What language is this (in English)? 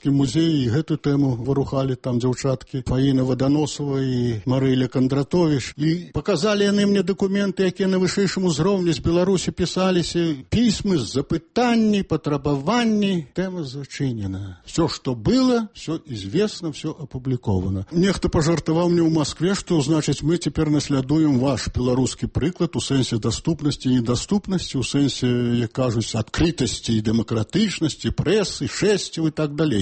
Belarusian